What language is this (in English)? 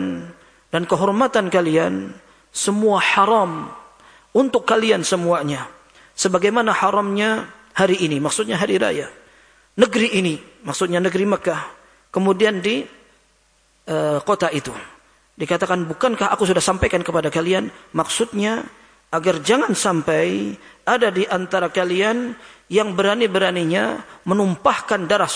Indonesian